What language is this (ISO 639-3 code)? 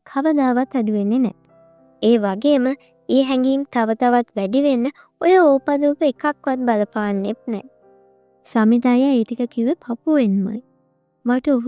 sin